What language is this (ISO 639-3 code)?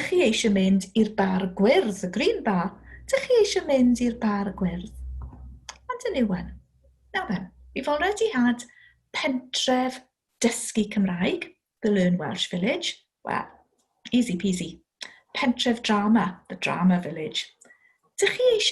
cym